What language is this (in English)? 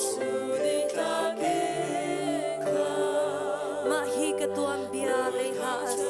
Hakha Chin